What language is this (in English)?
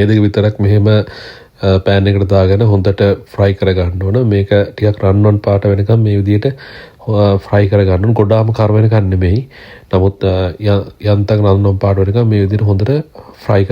Sinhala